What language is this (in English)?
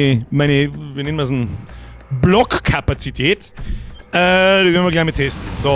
Bavarian